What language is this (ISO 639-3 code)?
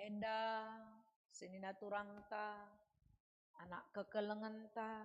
btx